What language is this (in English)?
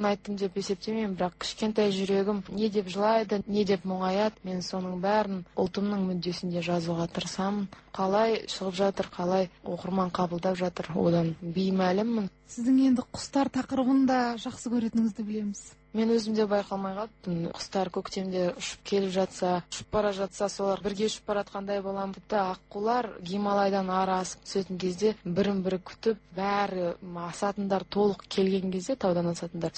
Kazakh